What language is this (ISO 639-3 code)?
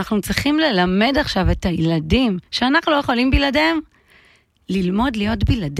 heb